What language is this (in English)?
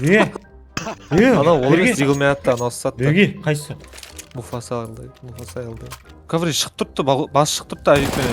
Kara-Kalpak